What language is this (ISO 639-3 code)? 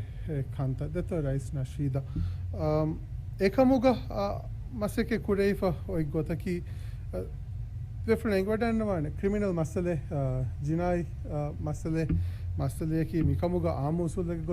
div